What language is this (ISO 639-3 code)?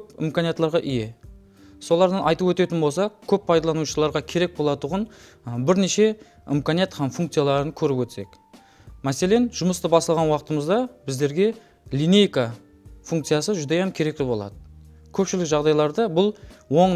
kaa